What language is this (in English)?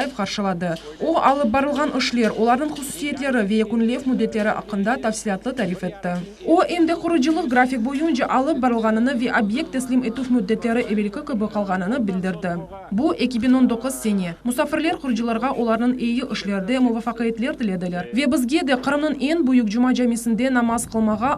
Crimean Tatar